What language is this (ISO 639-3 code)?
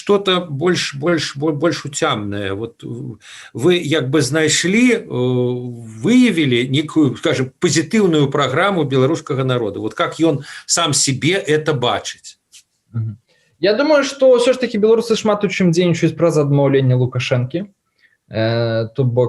bel